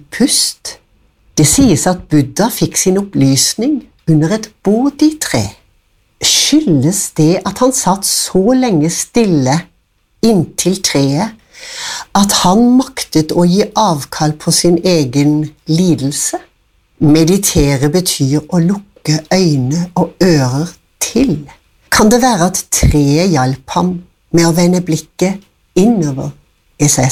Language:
Norwegian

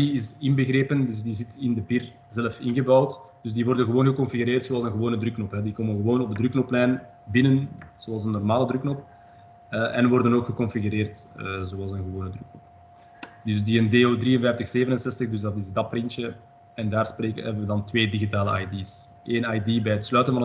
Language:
Dutch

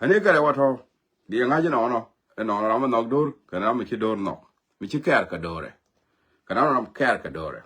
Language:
Nuer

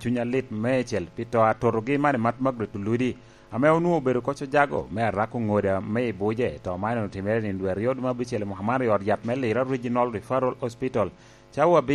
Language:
Lango (Uganda)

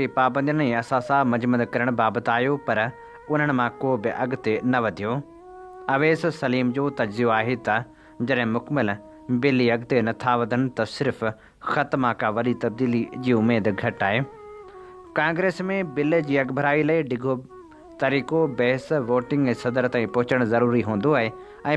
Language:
Sindhi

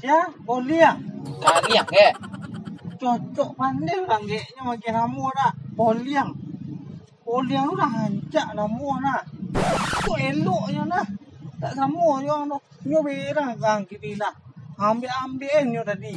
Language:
Minangkabau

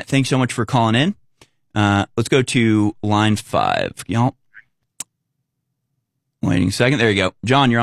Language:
English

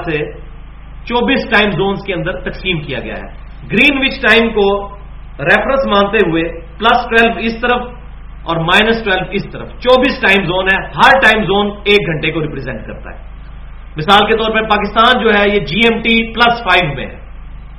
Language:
Urdu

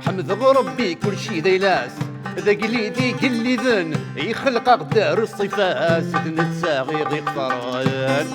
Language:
Kabyle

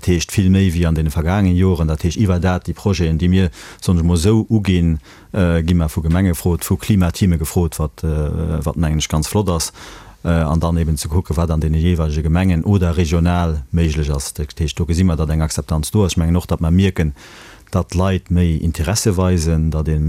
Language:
Luxembourgish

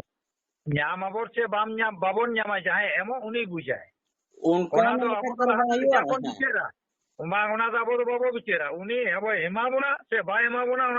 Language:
Santali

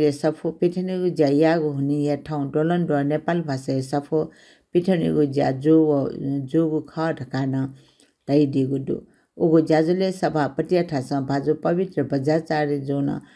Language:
Newari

